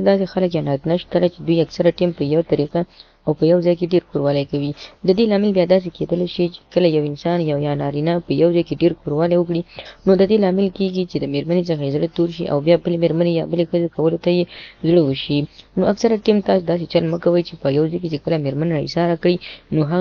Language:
Pashto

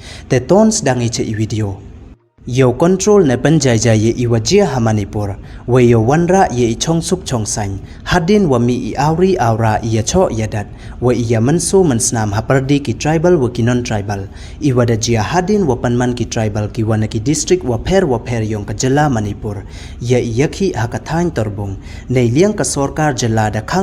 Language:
Pnar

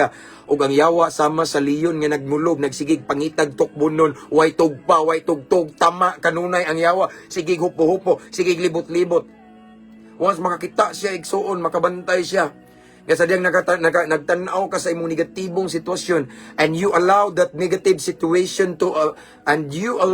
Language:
Cebuano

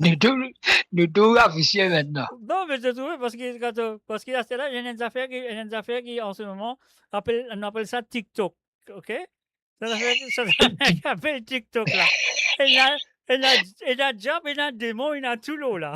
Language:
Morisyen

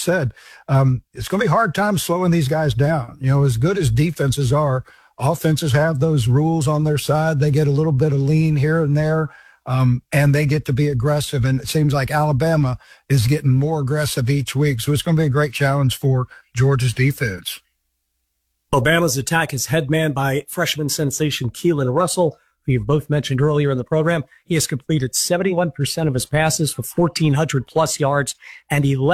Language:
English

